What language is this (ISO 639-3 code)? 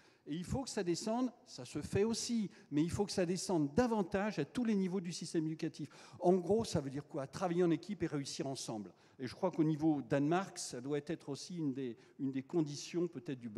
fra